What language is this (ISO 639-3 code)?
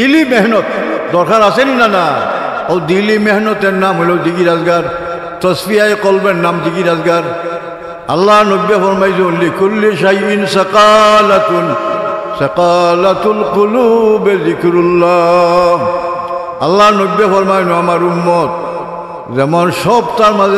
syl